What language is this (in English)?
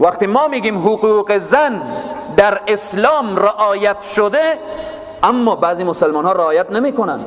Persian